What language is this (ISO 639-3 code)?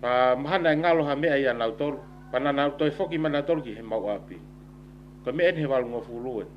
ton